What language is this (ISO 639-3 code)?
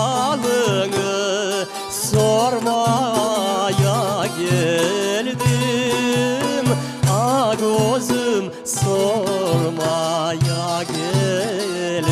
crh